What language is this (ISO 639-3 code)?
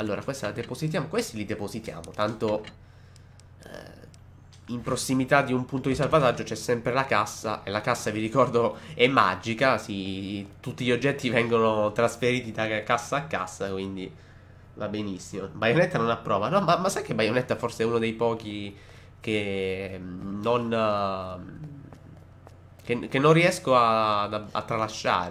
ita